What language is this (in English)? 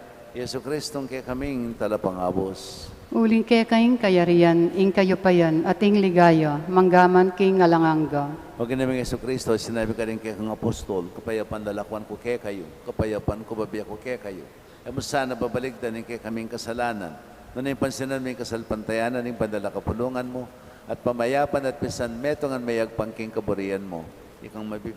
Pampanga